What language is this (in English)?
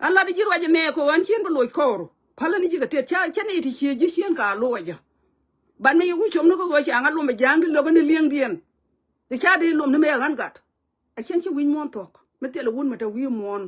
Nuer